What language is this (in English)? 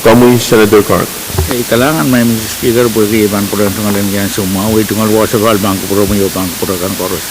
Pohnpeian